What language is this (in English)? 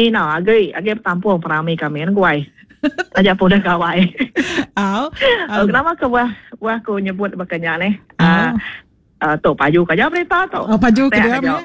Iban